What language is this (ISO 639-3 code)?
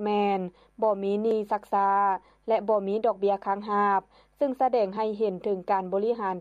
lao